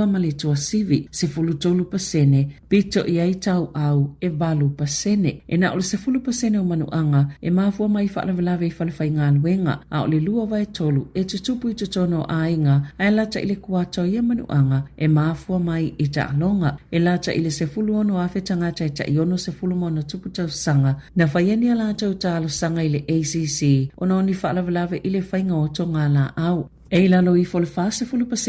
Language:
Samoan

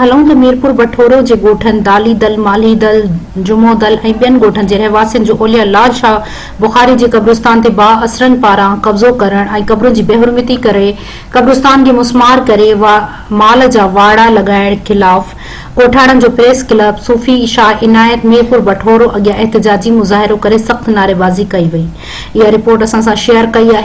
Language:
Sindhi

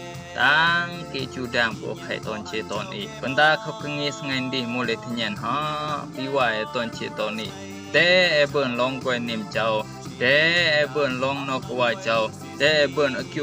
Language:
Rumai Palaung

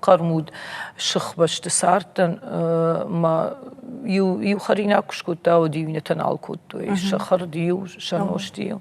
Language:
Ossetic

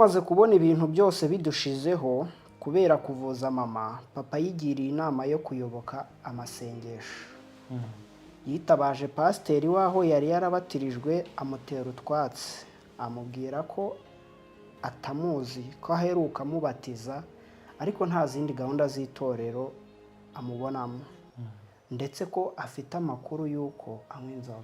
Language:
Kinyarwanda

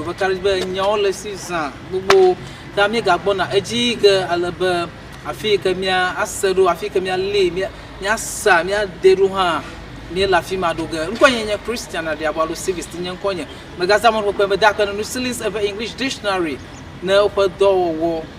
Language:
Ewe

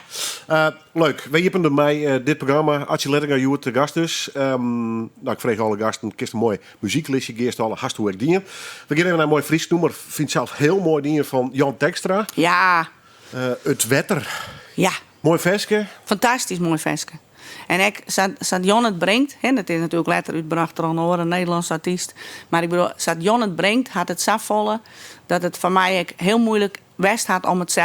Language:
Western Frisian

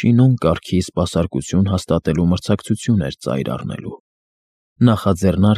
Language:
Armenian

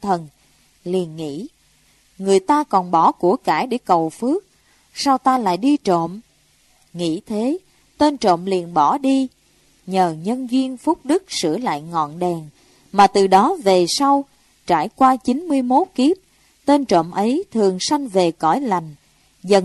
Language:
Vietnamese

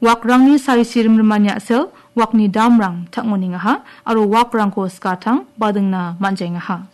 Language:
Garo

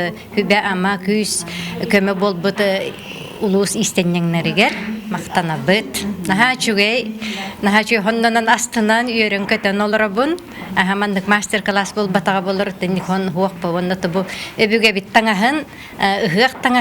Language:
Yakut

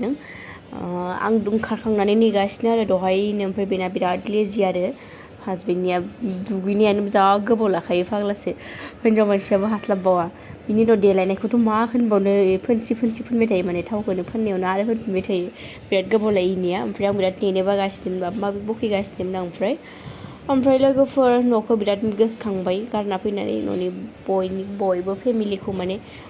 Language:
Bodo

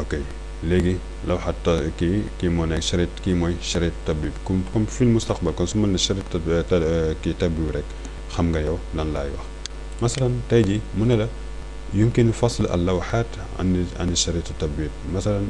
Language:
Wolof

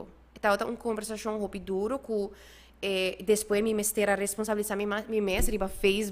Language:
Papiamento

